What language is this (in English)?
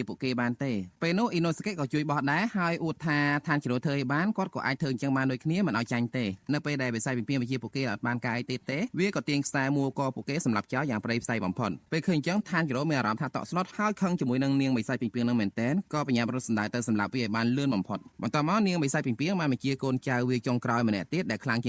Khmer